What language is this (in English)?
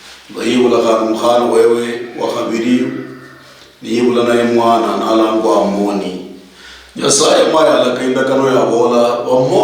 Luyia